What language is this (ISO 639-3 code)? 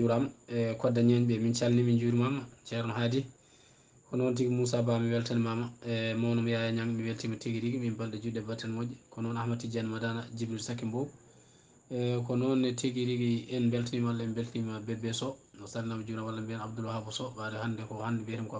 ful